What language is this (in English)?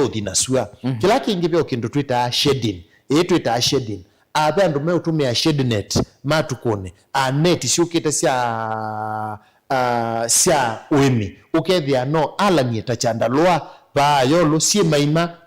Kamba